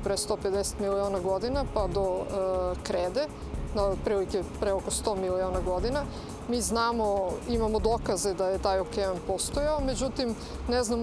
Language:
Serbian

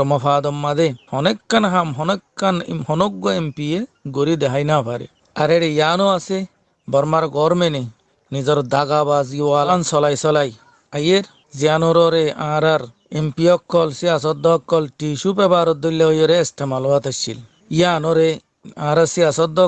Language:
Rohingya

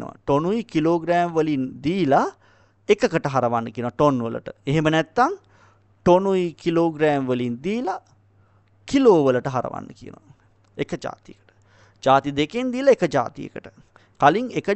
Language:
Sinhala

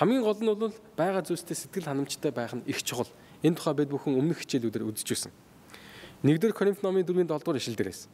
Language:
Mongolian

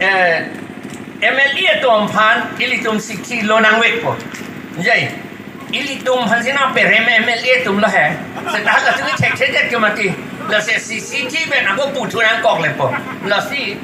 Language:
Karbi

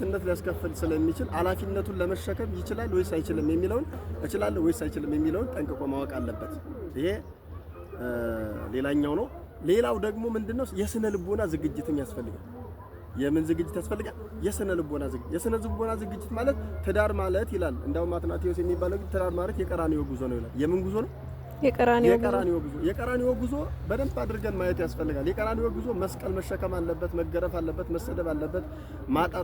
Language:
Amharic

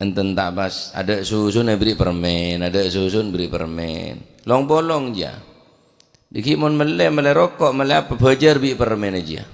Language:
Madurese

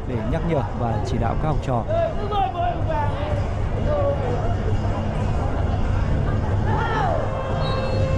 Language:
Vietnamese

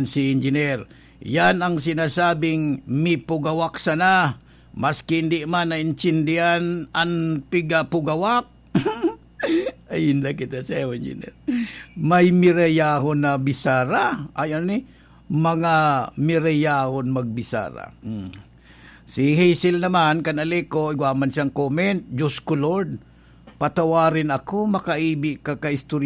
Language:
Bikol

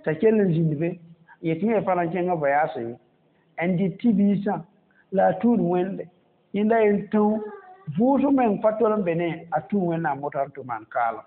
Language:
Mossi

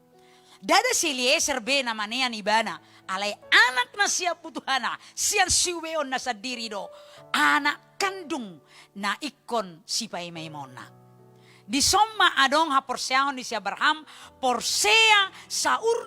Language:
Batak Toba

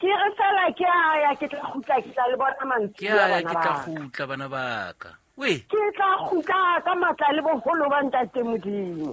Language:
Southern Sotho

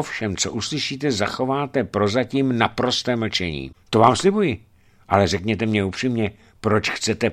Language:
Czech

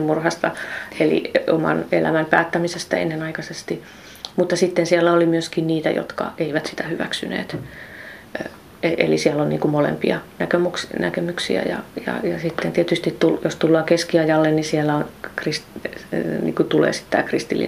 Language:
Finnish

